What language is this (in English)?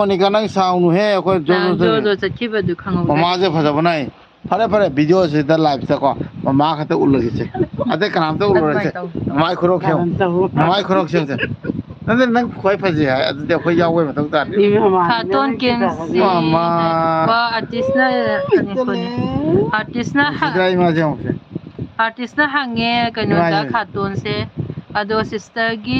Manipuri